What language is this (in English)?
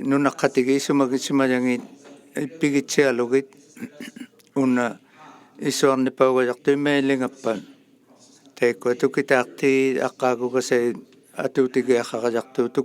Inuktitut